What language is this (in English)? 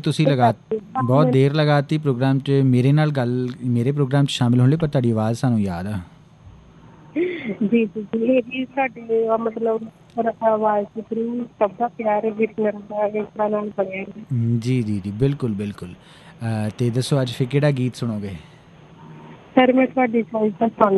Punjabi